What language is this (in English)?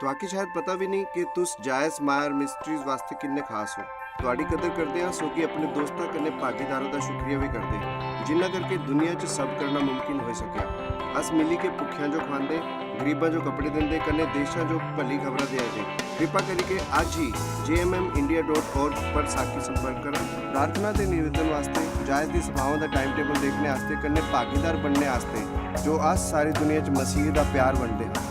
Dogri